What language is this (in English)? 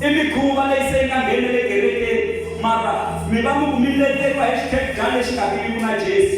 Tsonga